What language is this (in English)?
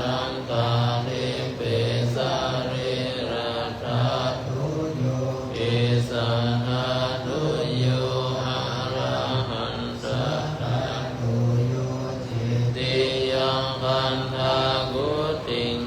Pali